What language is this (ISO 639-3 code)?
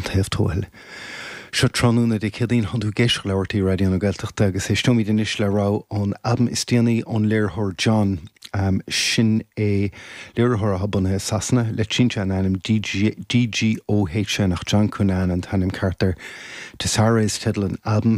gle